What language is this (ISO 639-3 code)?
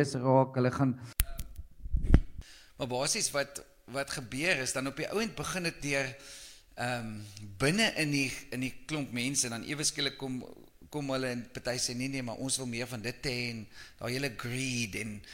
afr